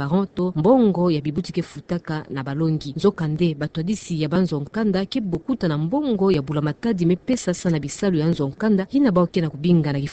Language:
Kituba (Democratic Republic of Congo)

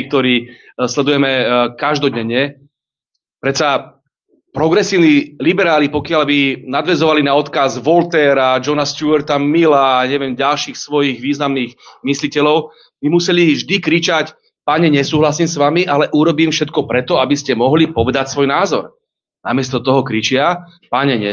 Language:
Slovak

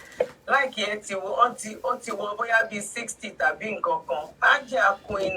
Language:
Yoruba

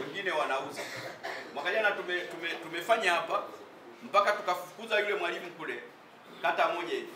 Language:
Swahili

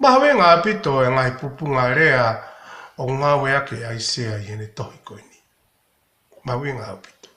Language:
Tongan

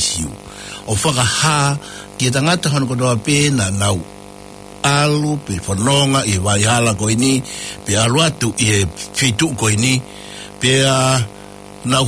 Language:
Tongan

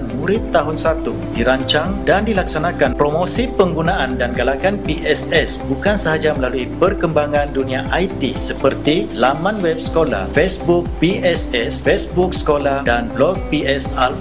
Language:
Malay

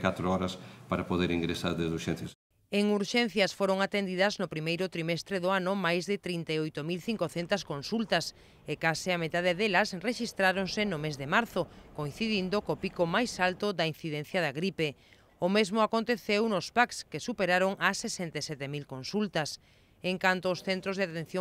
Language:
Galician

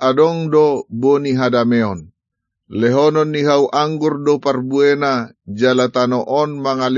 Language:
Batak Toba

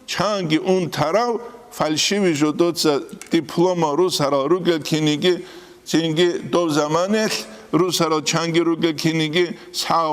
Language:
Avaric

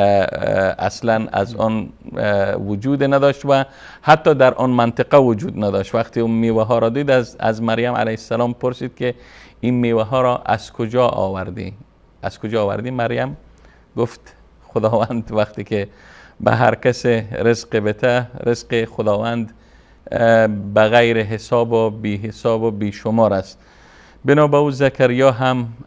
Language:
Persian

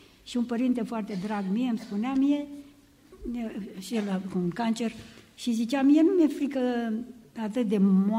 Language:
Romanian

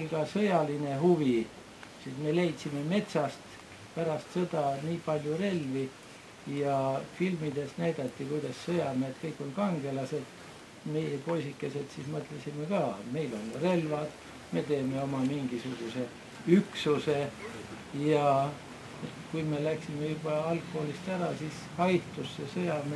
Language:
Estonian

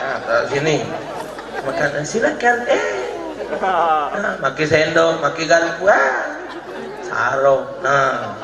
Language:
Musi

